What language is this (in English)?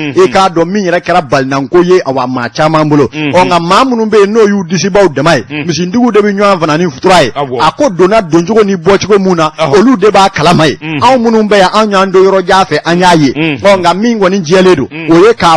Bambara